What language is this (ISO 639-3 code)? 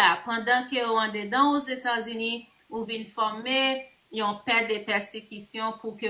hat